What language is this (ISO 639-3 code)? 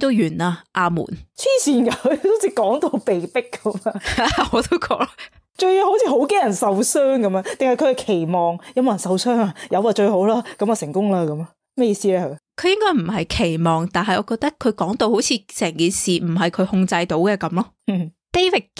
yue